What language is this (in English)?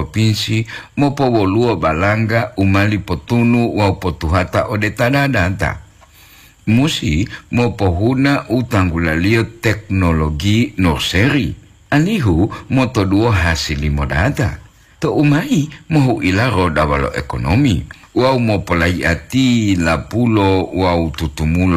Gorontalo